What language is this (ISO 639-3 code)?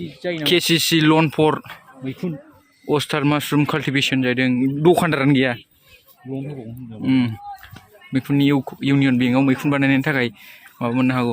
brx